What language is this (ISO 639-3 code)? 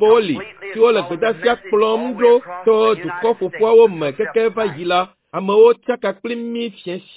ewe